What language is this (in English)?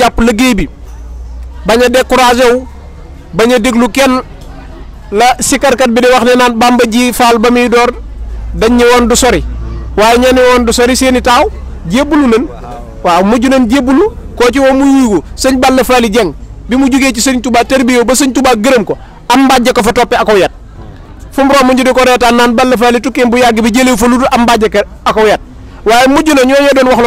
Wolof